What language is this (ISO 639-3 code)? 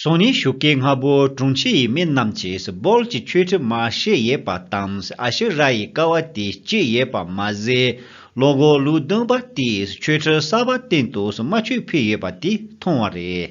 bod